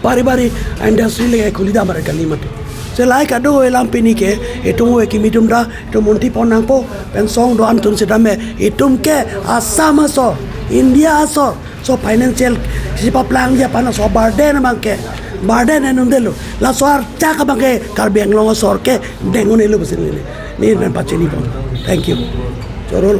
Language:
Karbi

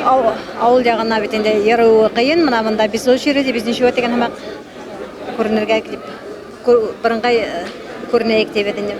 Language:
Bashkir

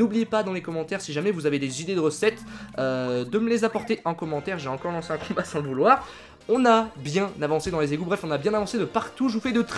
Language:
French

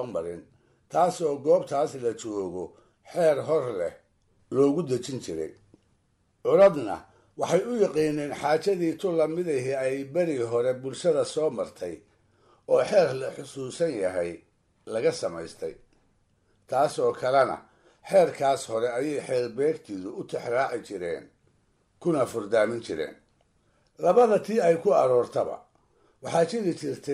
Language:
Somali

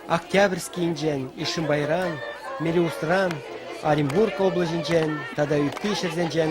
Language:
Chuvash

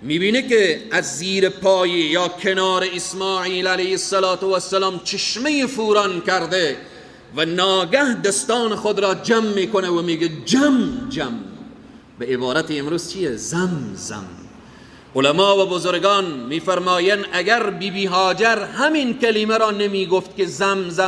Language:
Persian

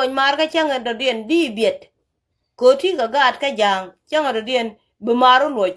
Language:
Nuer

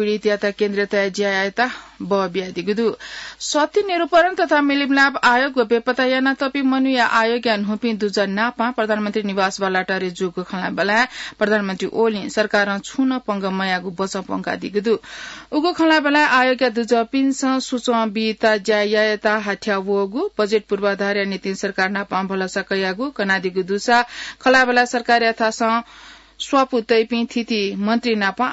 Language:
Newari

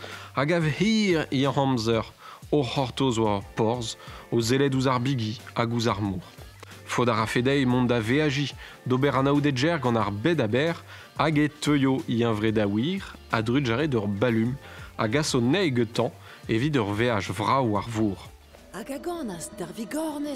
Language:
Breton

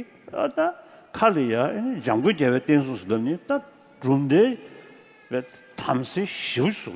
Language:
Tibetan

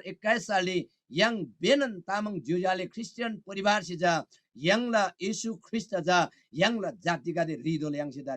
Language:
Eastern Tamang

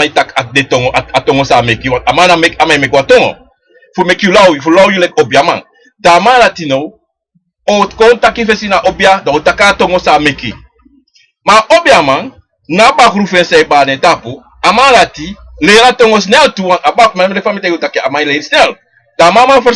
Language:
Sranan Tongo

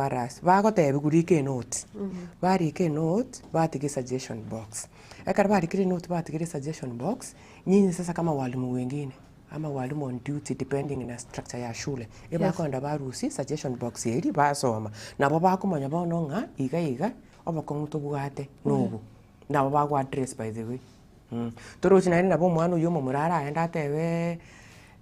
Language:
Gusii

